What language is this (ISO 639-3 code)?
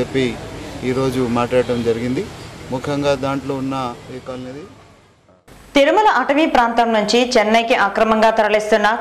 tel